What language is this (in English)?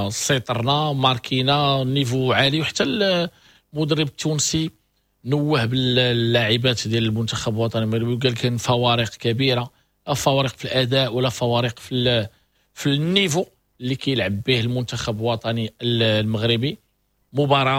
Moroccan Arabic